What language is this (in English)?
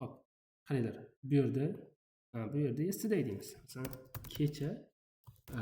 Uzbek